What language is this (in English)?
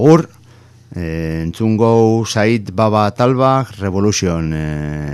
Basque